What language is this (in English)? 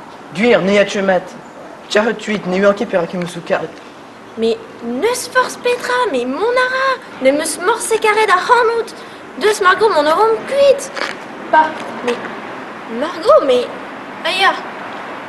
Breton